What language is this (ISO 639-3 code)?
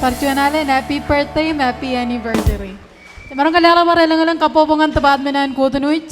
mah